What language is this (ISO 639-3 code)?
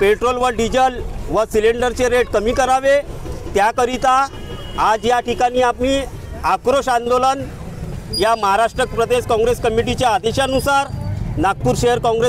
mar